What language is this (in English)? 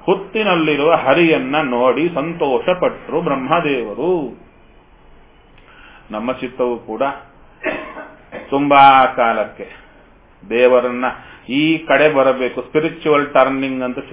Kannada